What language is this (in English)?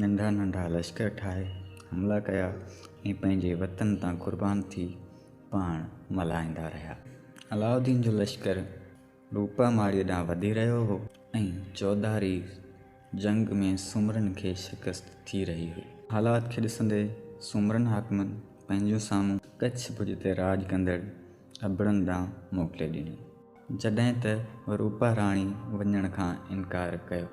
Sindhi